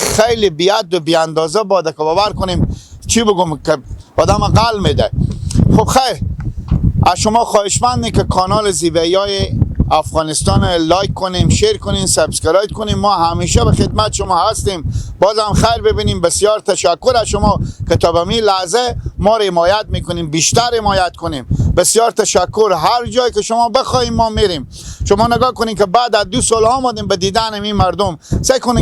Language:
Persian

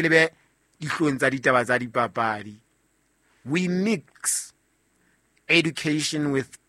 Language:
Southern Sotho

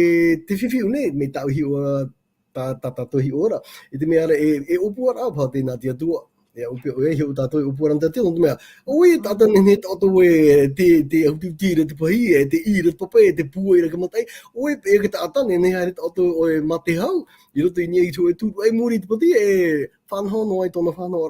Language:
Tahitian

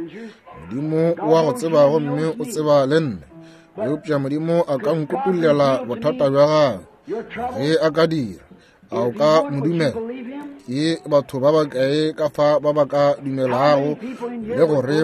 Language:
Northern Sotho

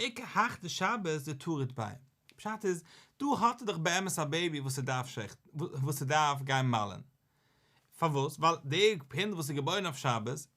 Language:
Yiddish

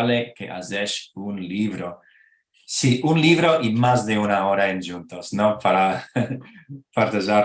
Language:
Ladino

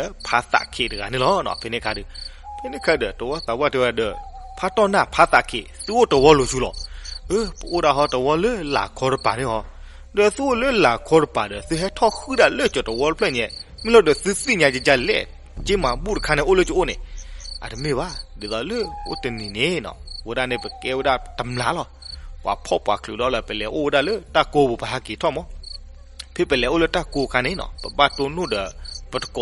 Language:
S'gaw Karen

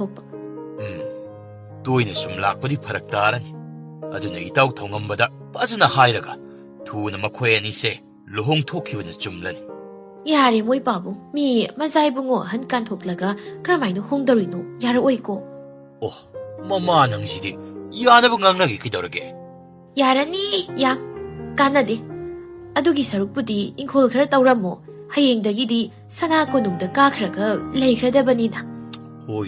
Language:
Manipuri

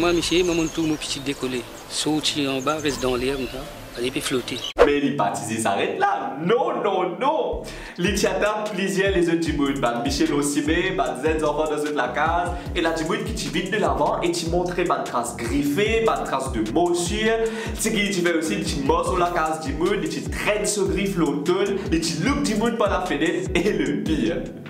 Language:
Morisyen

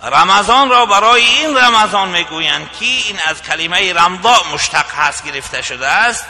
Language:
Tajik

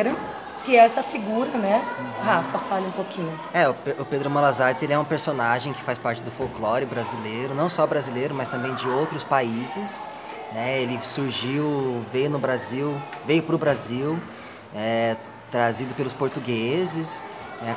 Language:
Portuguese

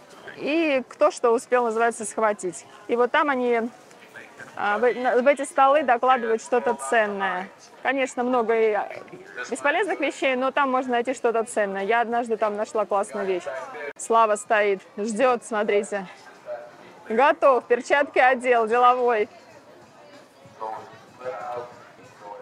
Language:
Russian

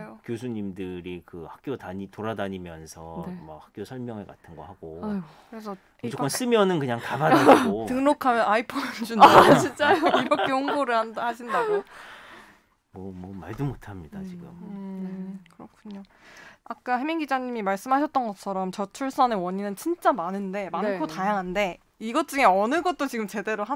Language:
Korean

